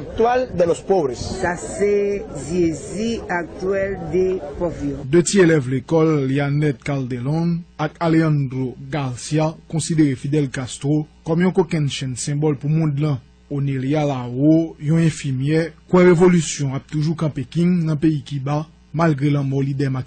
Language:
Haitian Creole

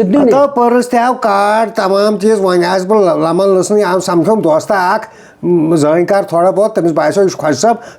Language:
Kashmiri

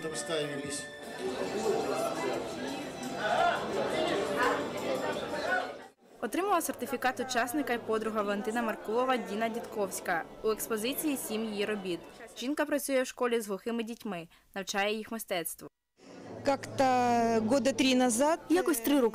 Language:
Ukrainian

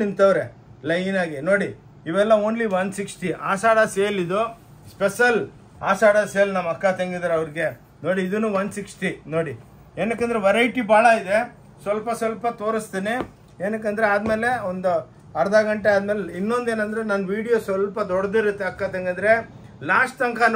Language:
Kannada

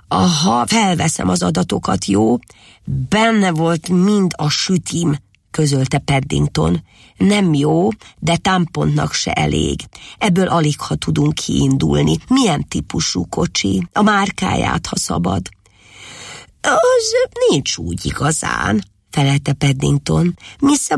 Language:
Hungarian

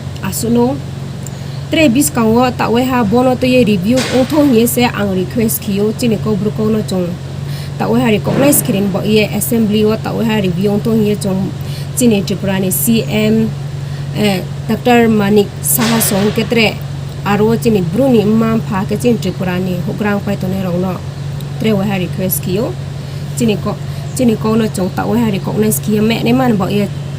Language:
Riang (India)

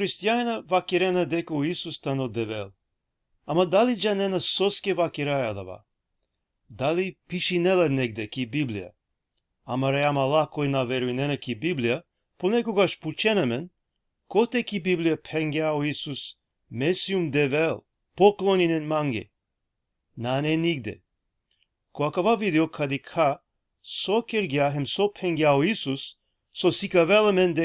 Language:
Balkan Romani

